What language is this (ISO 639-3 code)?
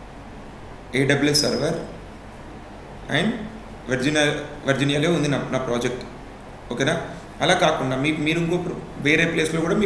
tel